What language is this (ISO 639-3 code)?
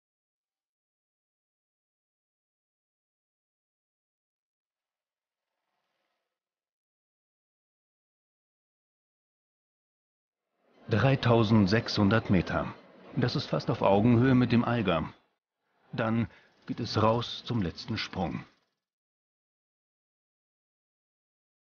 deu